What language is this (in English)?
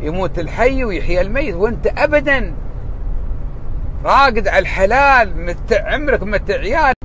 Gulf Arabic